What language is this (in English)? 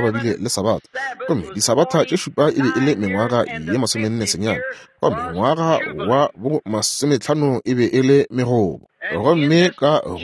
Northern Sotho